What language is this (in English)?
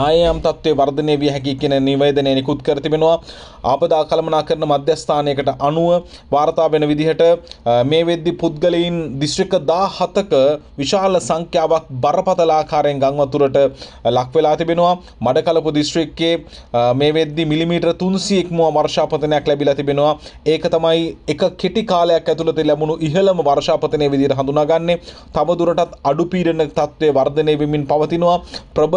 Sinhala